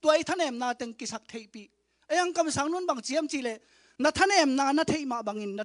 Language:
Tedim Chin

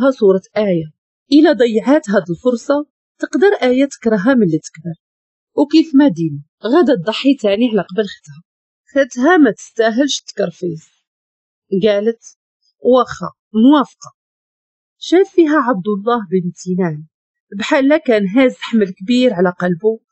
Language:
Moroccan Arabic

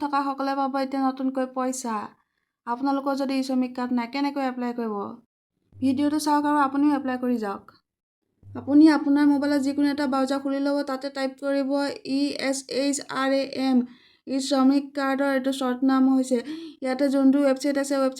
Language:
Assamese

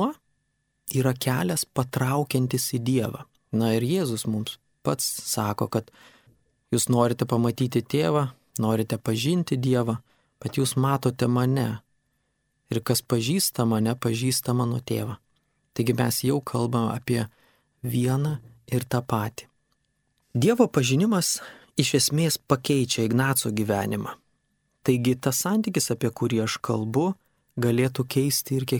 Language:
Lithuanian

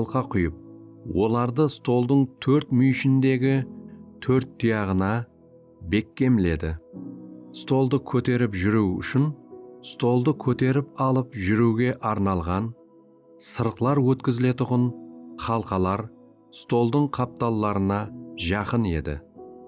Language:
Kara-Kalpak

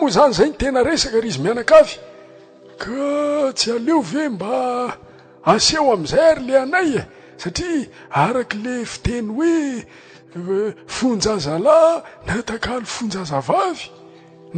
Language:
Malagasy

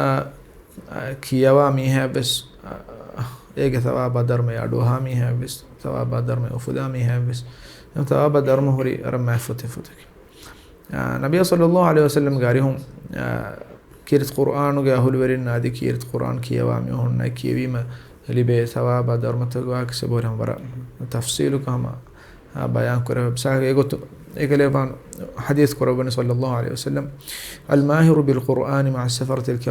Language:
Divehi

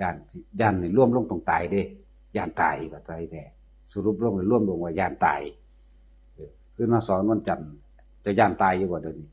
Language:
Northeastern Thai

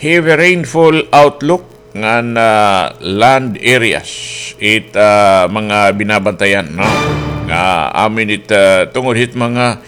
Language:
Waray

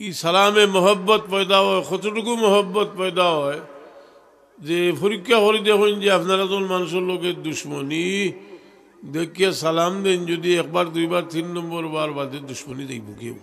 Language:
Sylheti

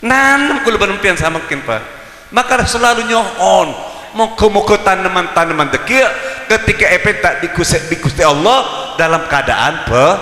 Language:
Madurese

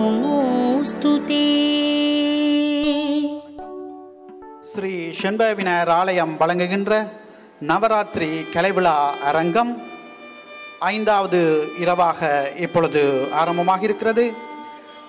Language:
Tamil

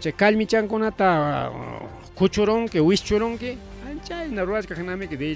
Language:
Ayacucho Quechua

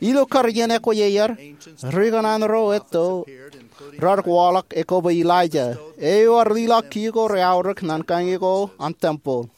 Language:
Marshallese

